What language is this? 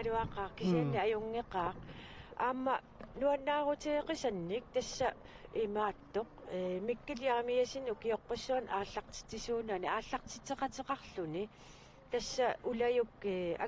Kalaallisut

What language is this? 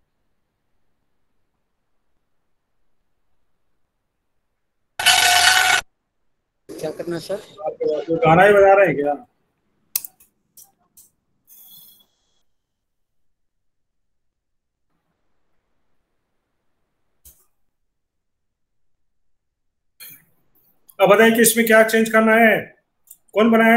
Hindi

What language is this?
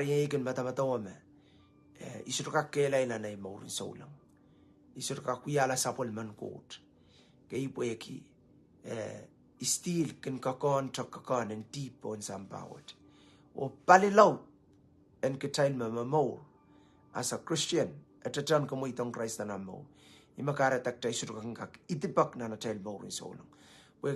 Pohnpeian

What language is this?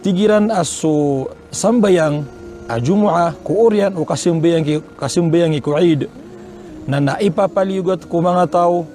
Maranao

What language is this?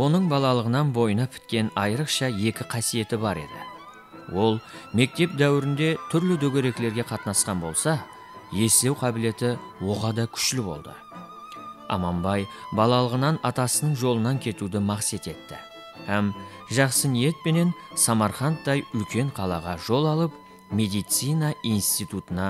Kara-Kalpak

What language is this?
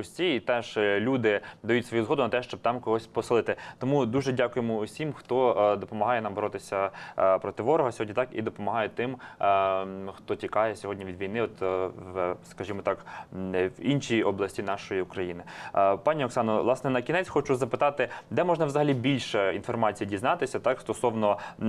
Ukrainian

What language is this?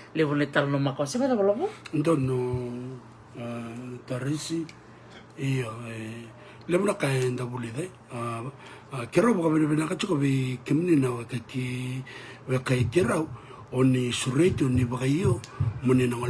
Fijian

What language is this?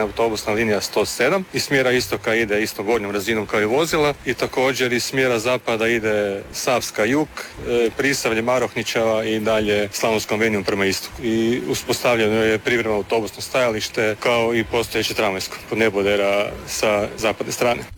Croatian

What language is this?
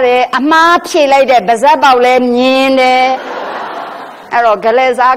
Burmese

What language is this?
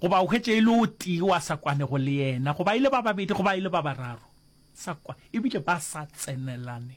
Northern Sotho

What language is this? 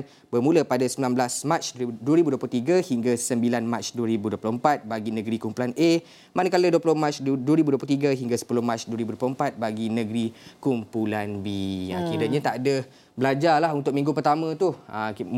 Malay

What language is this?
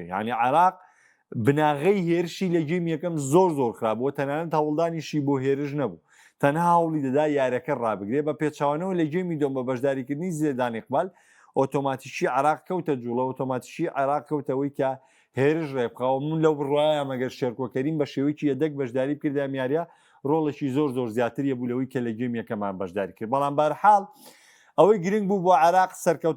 Central Kurdish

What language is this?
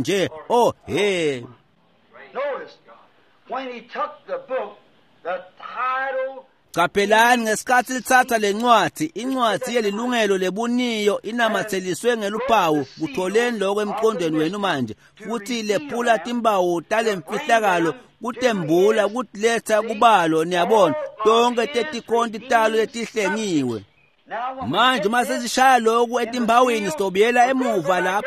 Swati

